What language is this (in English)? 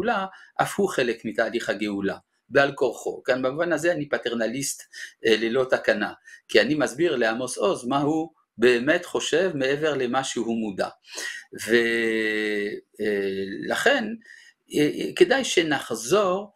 Hebrew